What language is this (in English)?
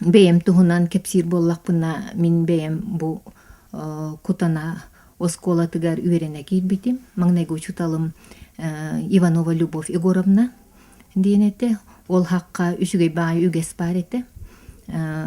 Yakut